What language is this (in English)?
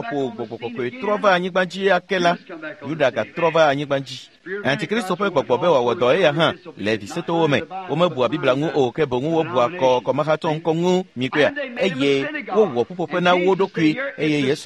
Ewe